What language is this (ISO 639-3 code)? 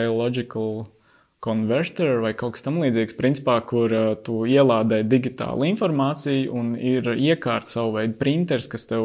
lav